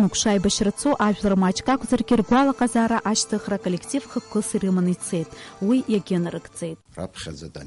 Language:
Abkhazian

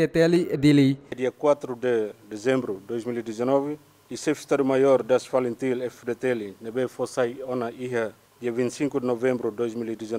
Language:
Tetum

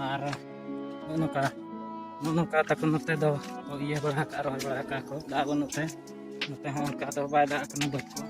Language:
Santali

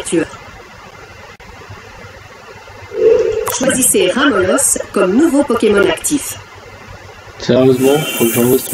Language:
French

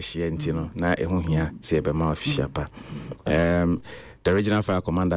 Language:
Akan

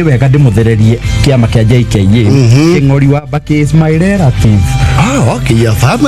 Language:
Kikuyu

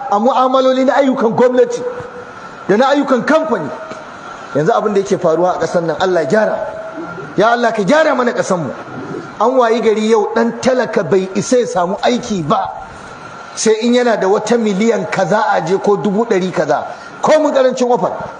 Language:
Hausa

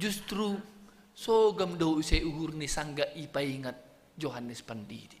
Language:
Batak Simalungun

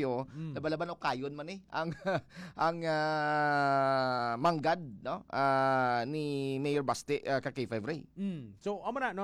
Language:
Hiligaynon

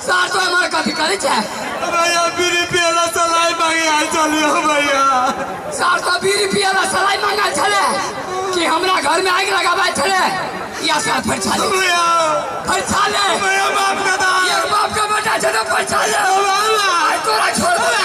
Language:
Maithili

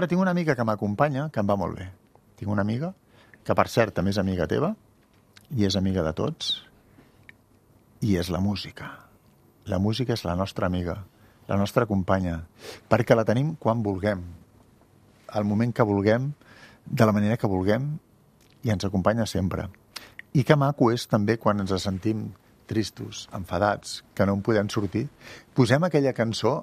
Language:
Catalan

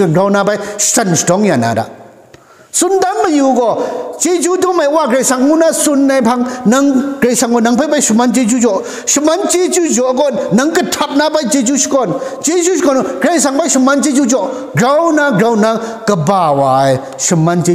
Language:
Kachin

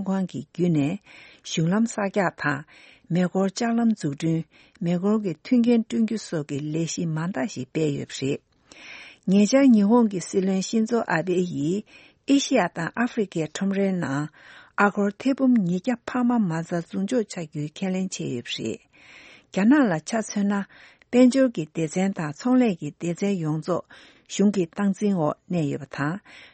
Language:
Tibetan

